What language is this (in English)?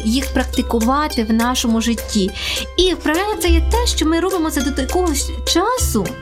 Ukrainian